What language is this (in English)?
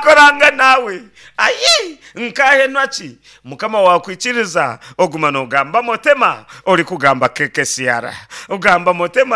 Nyankole